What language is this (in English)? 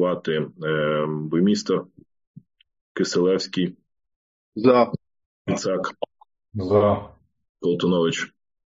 Ukrainian